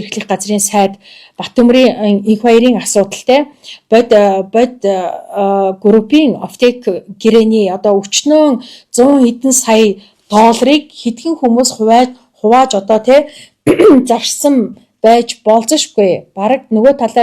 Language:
Mongolian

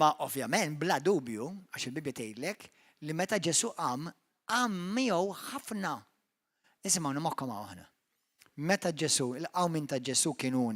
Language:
Maltese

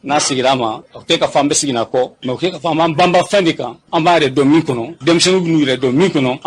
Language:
Bambara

